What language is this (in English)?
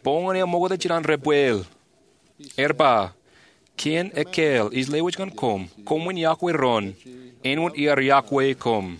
Marshallese